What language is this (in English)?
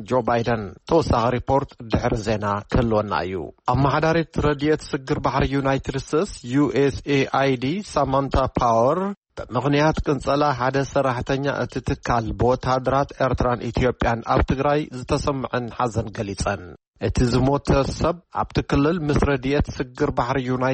Tigrinya